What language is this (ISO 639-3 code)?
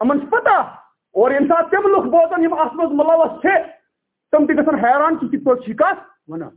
kas